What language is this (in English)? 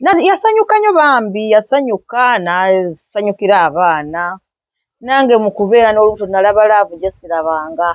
Ganda